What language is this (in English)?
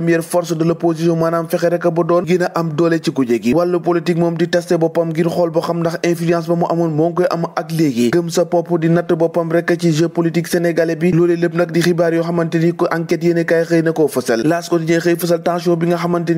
Wolof